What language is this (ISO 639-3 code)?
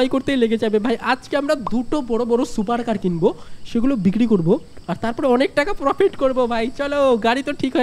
ben